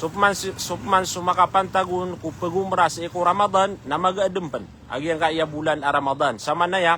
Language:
Maranao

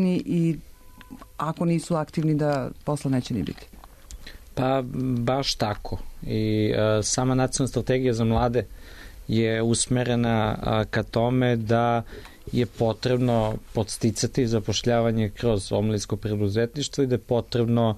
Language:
Serbian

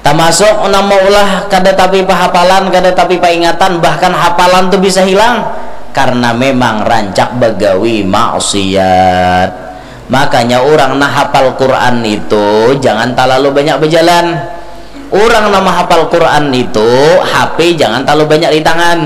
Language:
Banjar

